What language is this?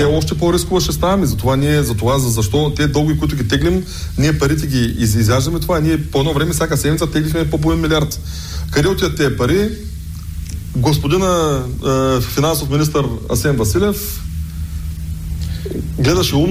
Bulgarian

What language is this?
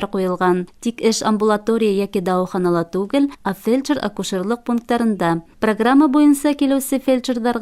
Bashkir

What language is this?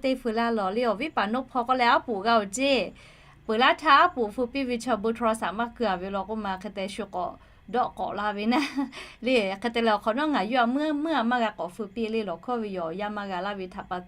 Lahu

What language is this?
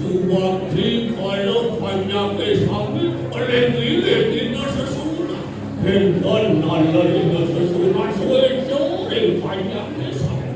Balinese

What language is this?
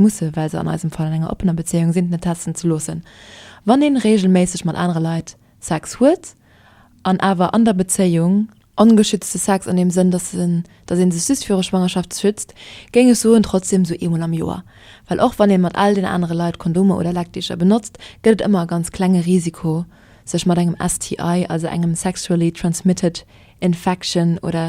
Luxembourgish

